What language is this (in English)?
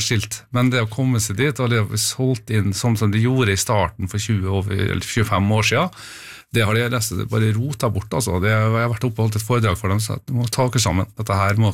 Norwegian